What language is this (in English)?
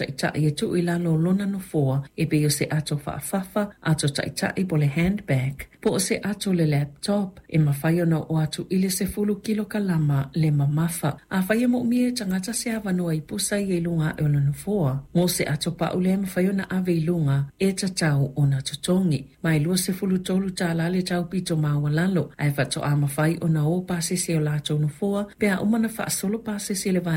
Samoan